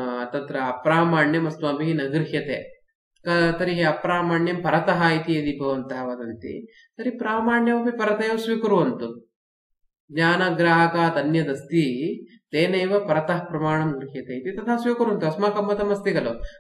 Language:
Sanskrit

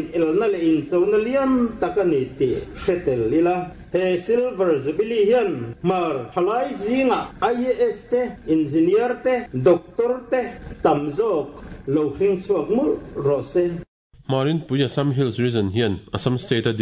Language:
Mizo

